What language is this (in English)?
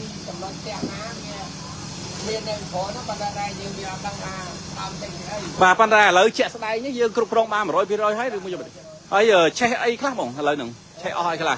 Khmer